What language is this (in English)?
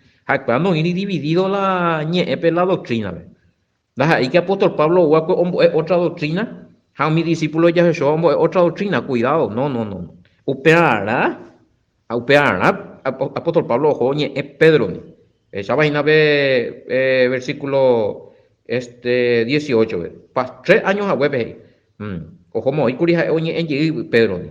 Guarani